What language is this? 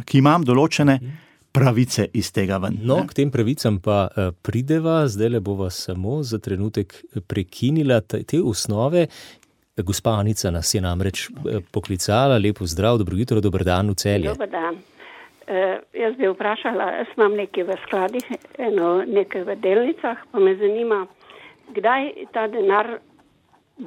Slovenian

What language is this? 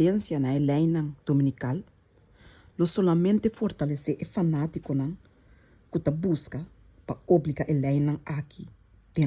Papiamento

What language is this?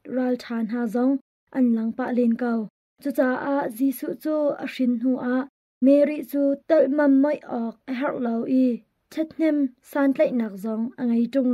Hakha Chin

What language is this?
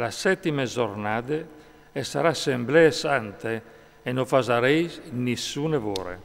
Friulian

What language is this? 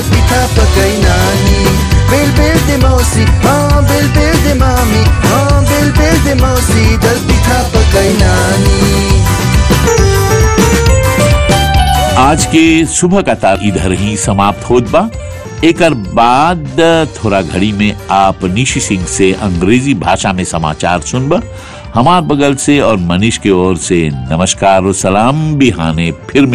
Bhojpuri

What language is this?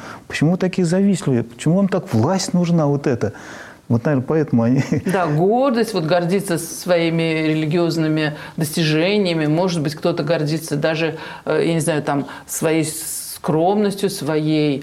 Russian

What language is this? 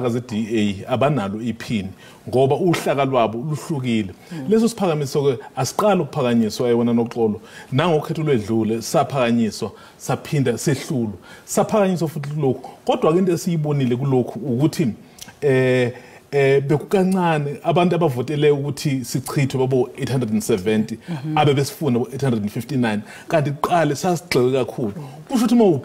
Zulu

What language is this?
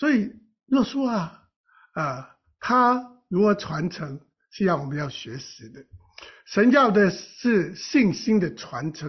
Chinese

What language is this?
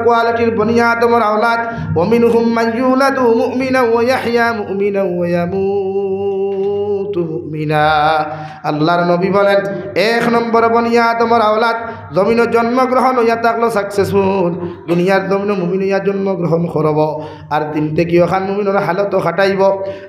Sylheti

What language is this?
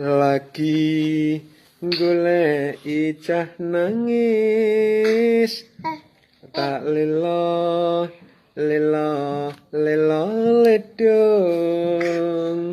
Javanese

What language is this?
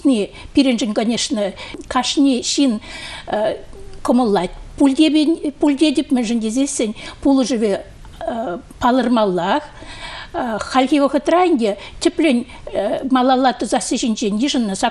Chuvash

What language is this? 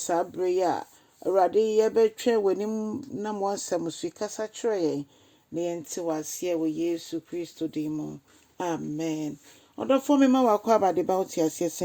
Akan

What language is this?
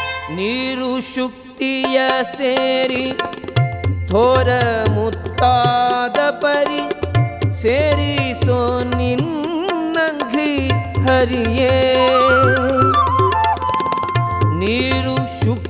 Kannada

